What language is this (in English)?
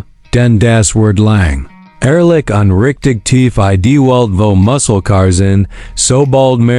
Swiss German